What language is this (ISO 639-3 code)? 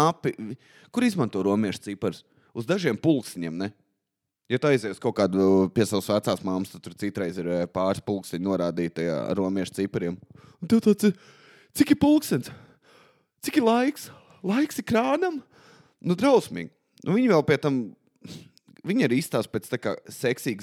lav